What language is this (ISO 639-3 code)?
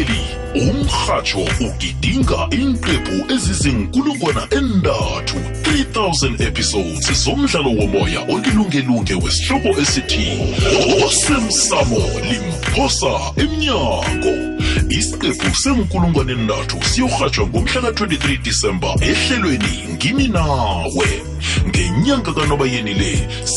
nbl